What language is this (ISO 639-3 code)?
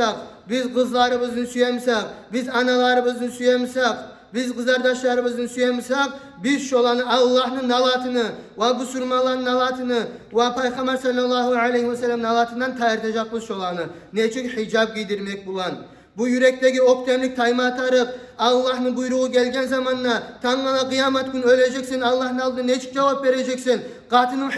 kum